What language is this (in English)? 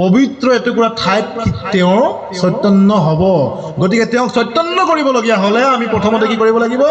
Assamese